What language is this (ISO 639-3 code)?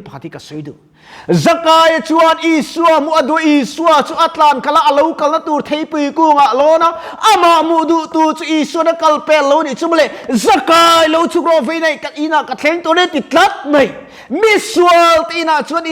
lus